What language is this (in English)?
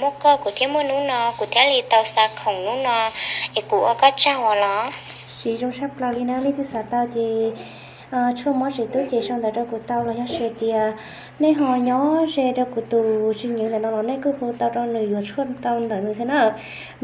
Hmong